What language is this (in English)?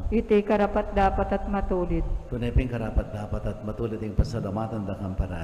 Pampanga